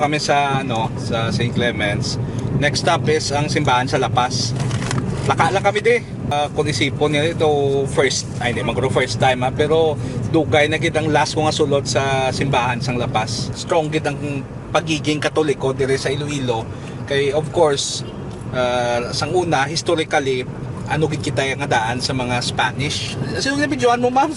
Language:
Hiligaynon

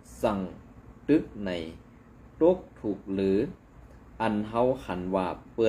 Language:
Shan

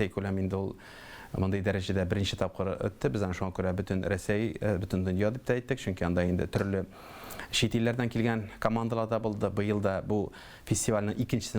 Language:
Tatar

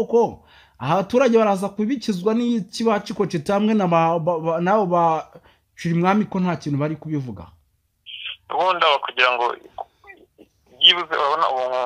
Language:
Kinyarwanda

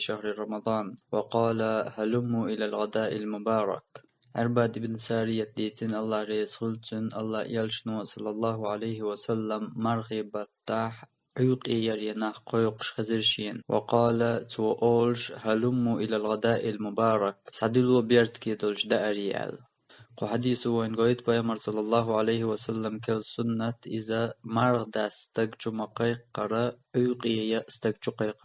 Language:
Chechen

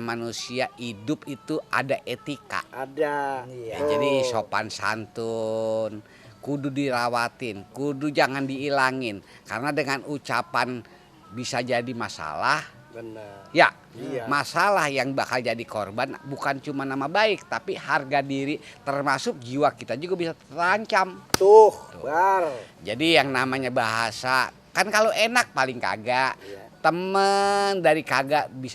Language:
Betawi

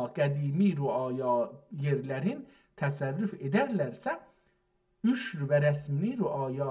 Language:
South Azerbaijani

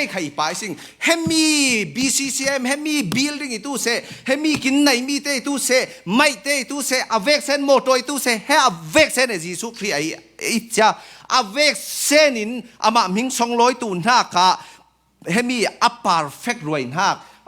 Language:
Falam Chin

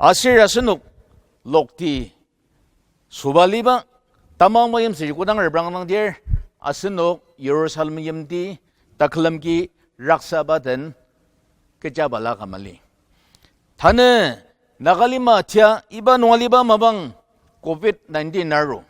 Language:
Ao Naga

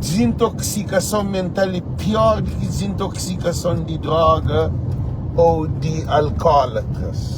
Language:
Kabuverdianu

